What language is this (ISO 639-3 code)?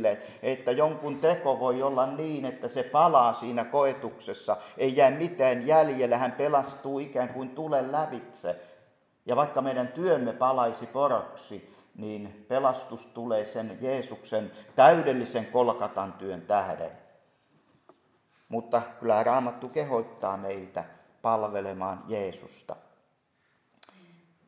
fin